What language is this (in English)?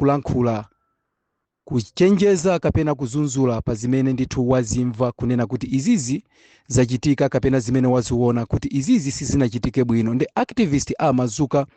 Nyanja